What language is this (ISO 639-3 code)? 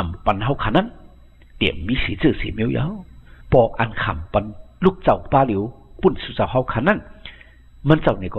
shn